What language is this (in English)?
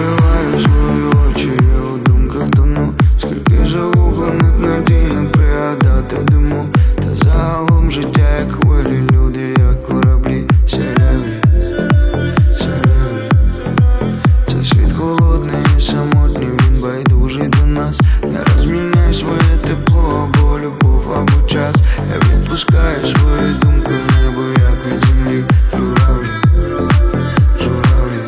Ukrainian